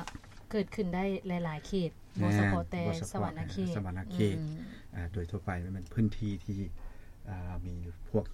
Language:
Lao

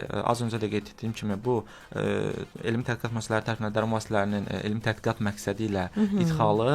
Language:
Azerbaijani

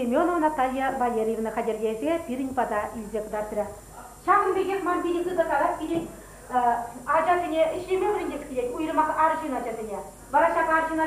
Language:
Chuvash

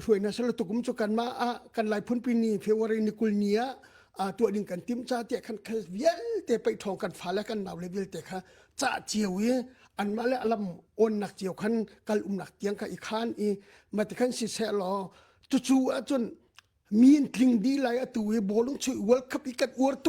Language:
Hakha Chin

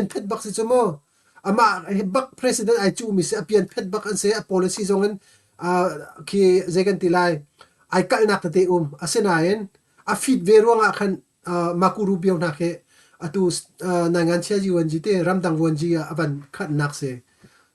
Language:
Hakha Chin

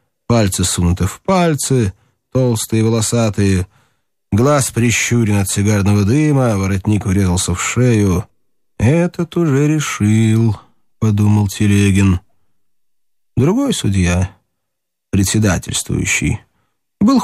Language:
Russian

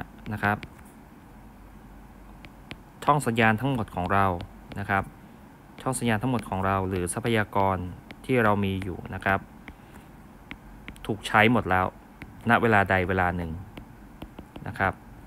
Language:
Thai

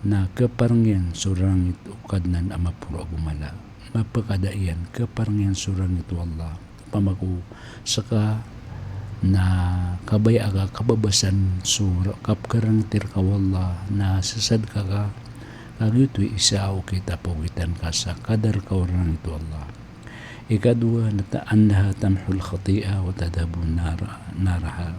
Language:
Maranao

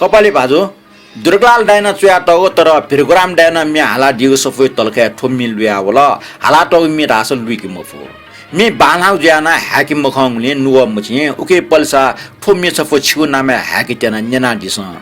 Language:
Newari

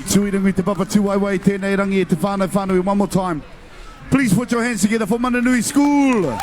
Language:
Māori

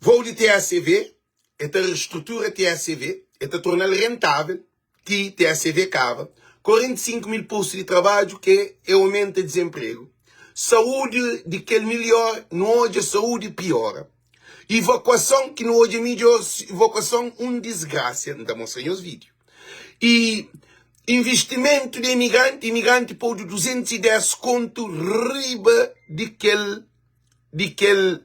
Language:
Kabuverdianu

